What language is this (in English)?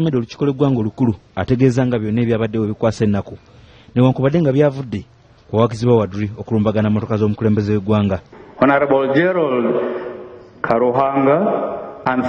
Ganda